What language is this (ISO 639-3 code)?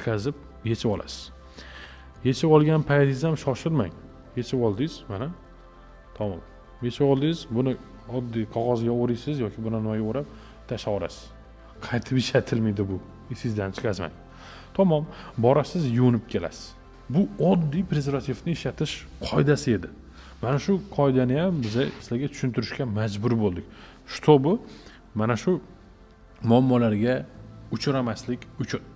uzb